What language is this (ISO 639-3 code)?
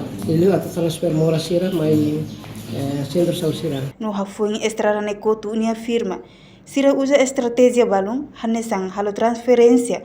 tet